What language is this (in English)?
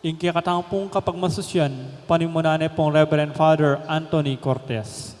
Pampanga